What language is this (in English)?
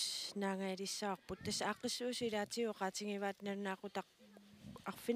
Kalaallisut